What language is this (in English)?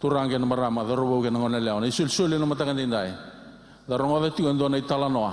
Fijian